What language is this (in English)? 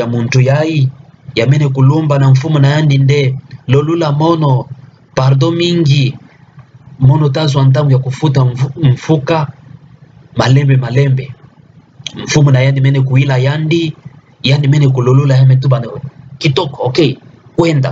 Kituba (Democratic Republic of Congo)